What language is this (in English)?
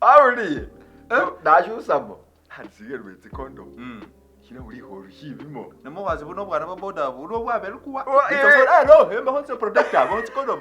Masaaba